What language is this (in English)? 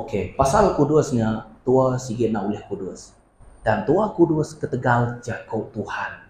Iban